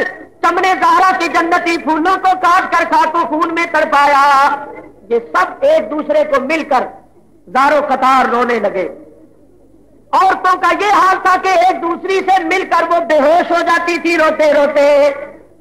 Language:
Urdu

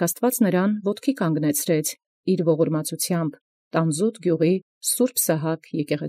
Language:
Armenian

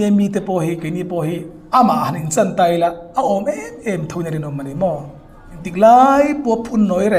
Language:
Hmar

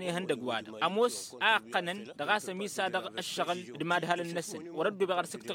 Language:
Tamasheq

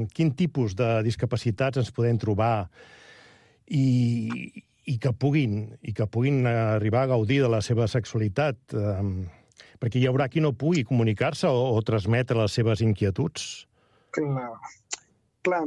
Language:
Catalan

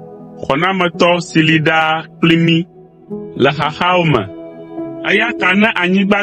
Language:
Ewe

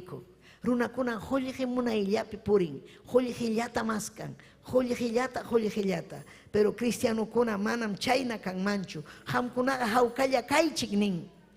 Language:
Ayacucho Quechua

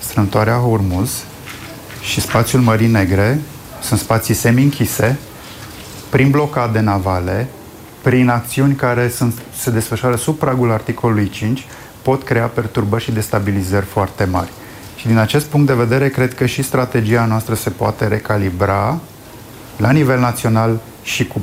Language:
Romanian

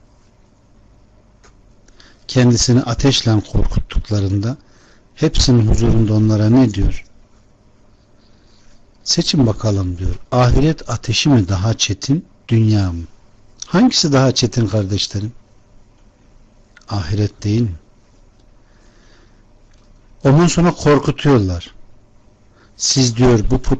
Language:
Turkish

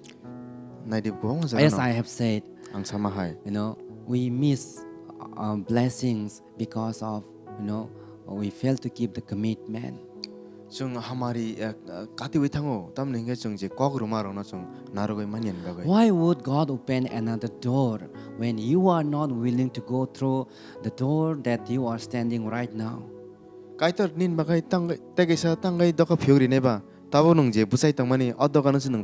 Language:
Kok Borok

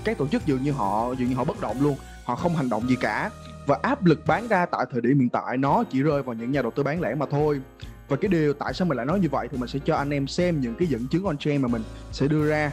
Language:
Vietnamese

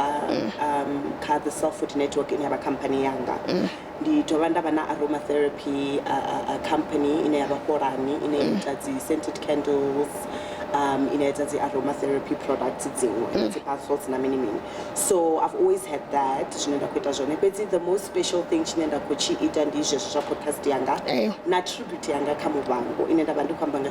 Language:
Venda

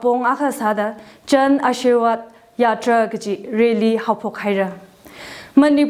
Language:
Tangkhul Naga (India)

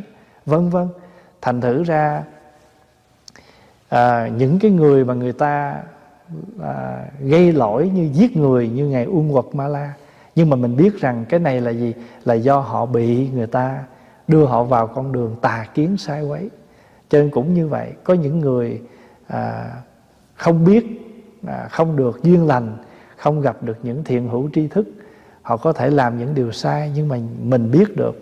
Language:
Vietnamese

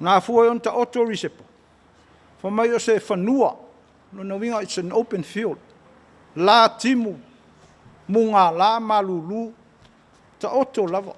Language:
Samoan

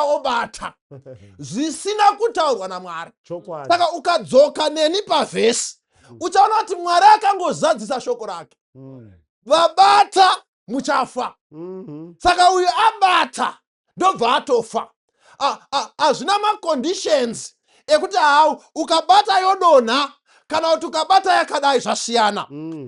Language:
Shona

